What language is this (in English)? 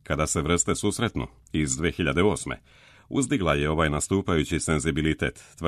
Serbian